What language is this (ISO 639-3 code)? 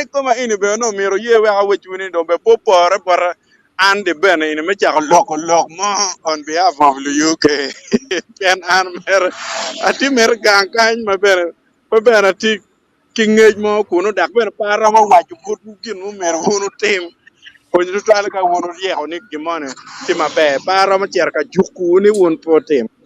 ach